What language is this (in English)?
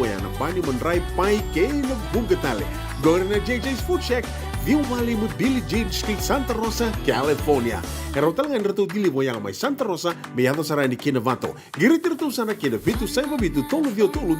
Fijian